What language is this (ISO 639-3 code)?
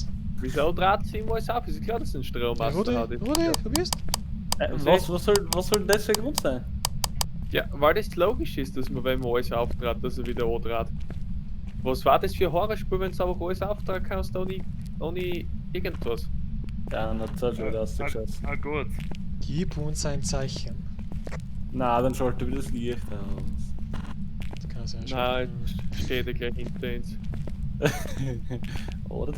bar